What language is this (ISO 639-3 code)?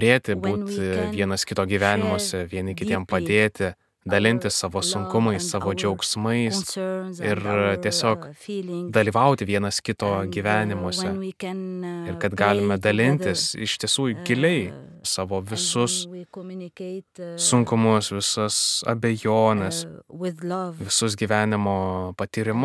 lit